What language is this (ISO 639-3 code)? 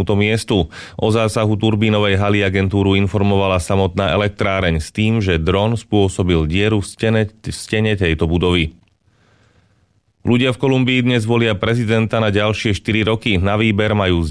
slk